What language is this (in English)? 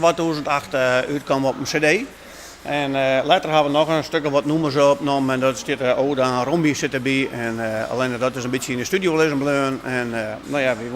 Western Frisian